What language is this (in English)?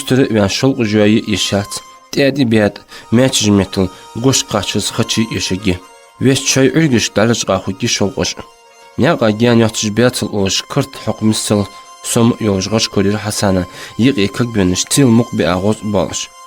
Ingush